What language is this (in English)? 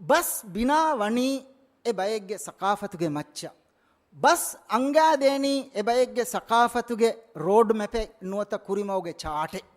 Divehi